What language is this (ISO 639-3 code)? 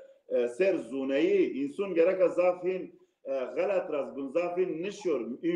zza